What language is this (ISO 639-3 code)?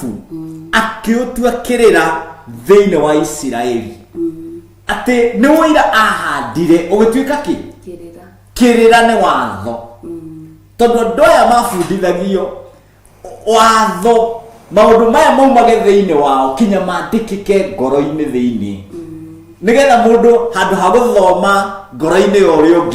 kik